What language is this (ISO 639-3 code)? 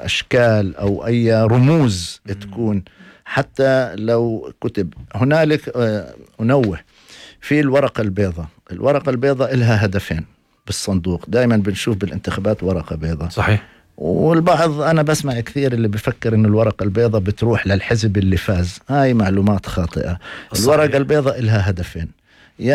apc